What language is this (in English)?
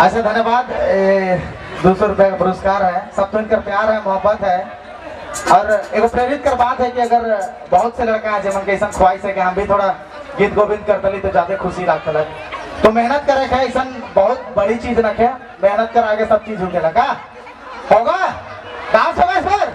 Sadri